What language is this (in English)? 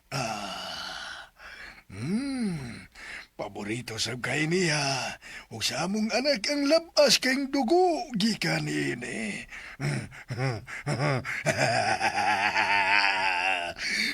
Cebuano